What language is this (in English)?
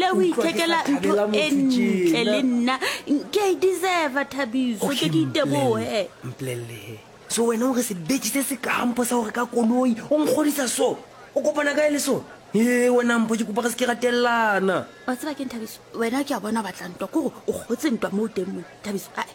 Southern Sotho